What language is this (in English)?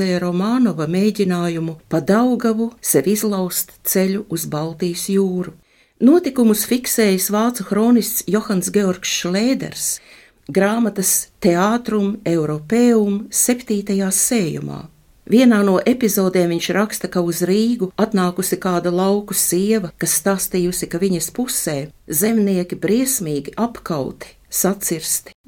Latvian